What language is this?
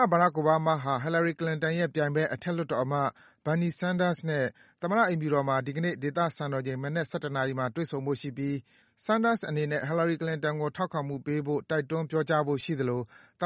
Burmese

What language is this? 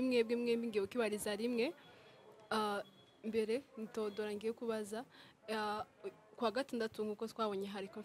Kinyarwanda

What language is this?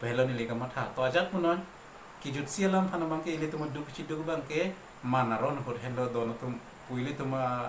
Karbi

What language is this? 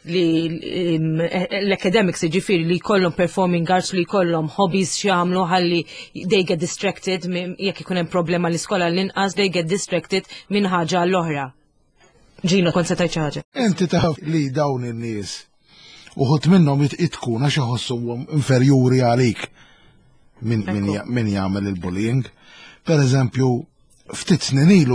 Maltese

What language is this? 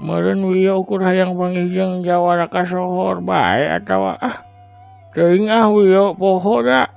Sundanese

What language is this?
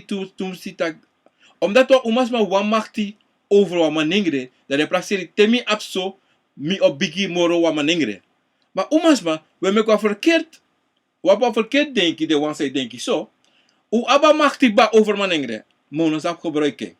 Sranan Tongo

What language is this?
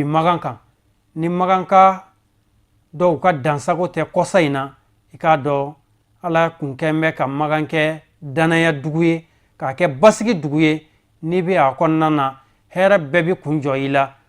Bambara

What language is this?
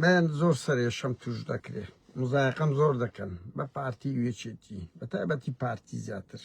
Central Kurdish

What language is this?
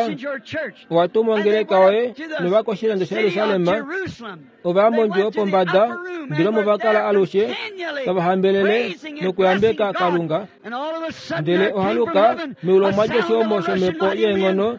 Kuanyama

